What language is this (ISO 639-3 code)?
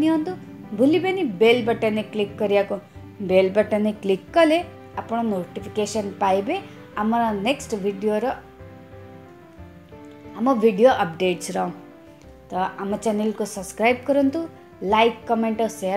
ori